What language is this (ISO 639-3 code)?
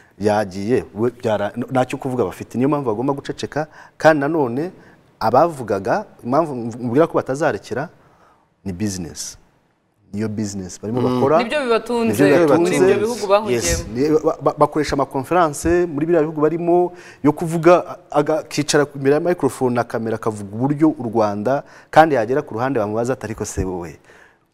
kin